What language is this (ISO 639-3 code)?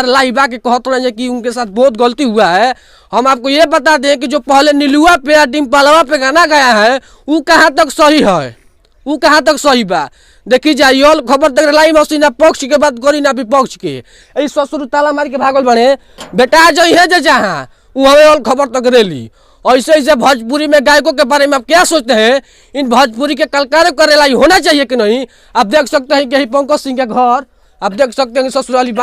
bho